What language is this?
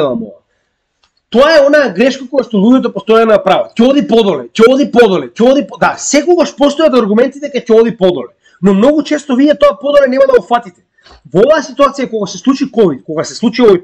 Macedonian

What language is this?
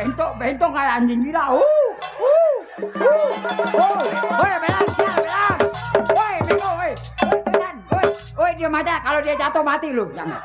Betawi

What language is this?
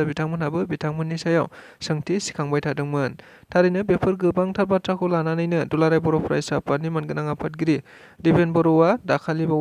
Bodo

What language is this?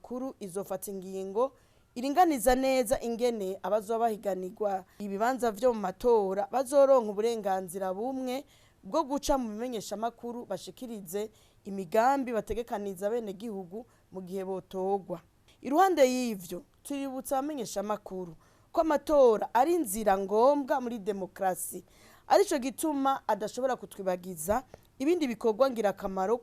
Rundi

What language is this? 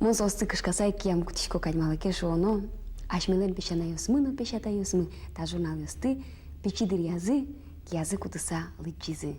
Udmurt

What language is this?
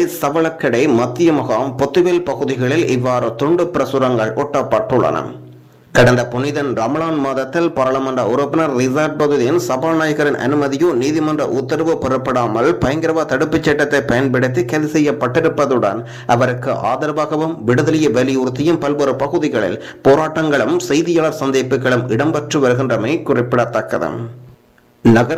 Tamil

